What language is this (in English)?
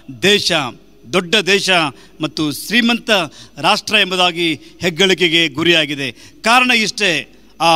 Kannada